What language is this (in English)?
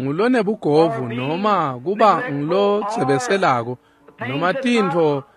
Swati